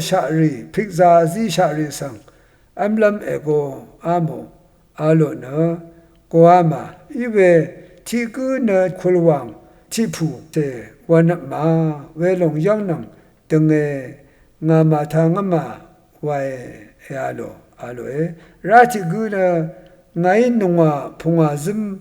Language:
Rawang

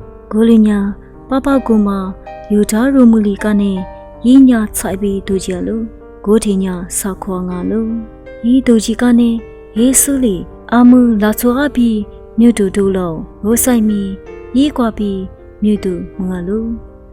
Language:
Lisu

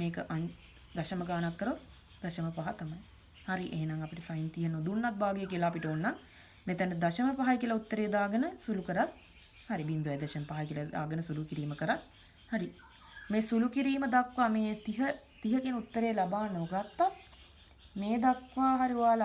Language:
Sinhala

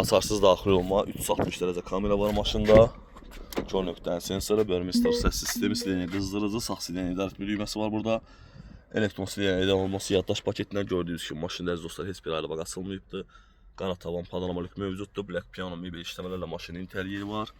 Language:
Azerbaijani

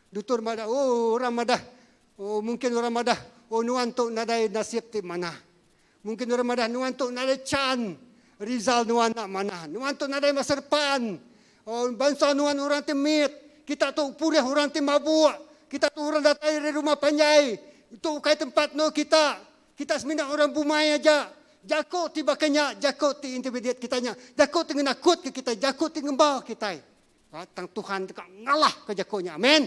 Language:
Iban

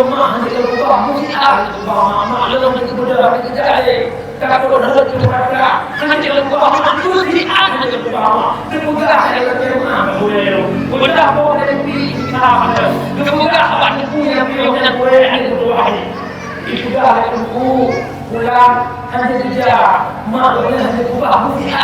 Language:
Achinese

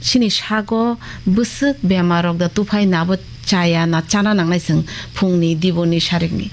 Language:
Kok Borok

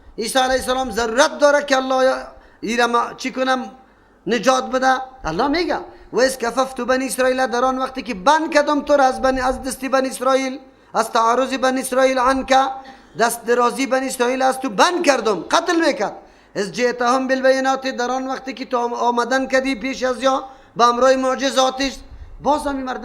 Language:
Persian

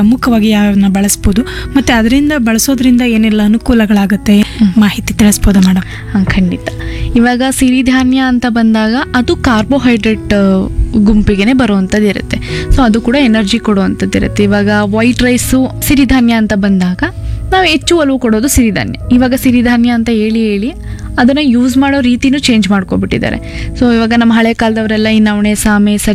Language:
Kannada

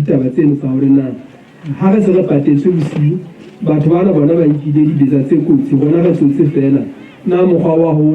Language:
Southern Sotho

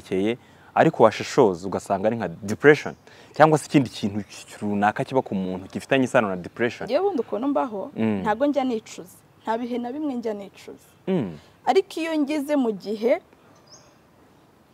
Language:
Kinyarwanda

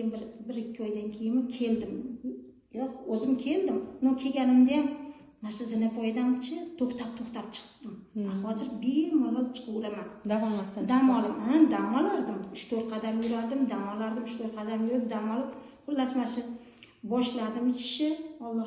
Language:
Uzbek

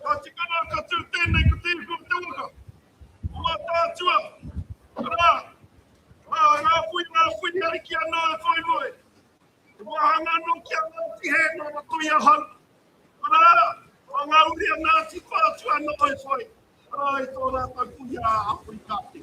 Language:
Māori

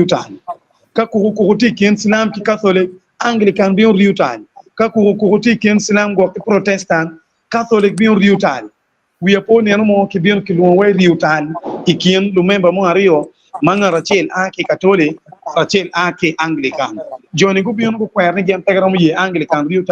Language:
Acoli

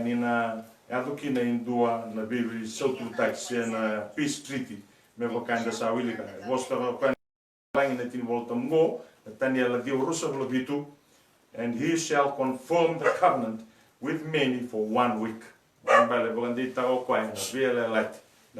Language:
Fijian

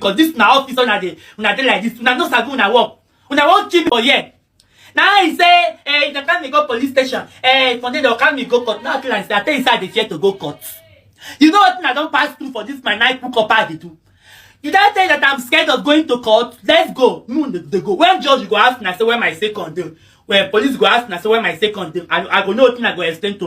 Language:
Nigerian Pidgin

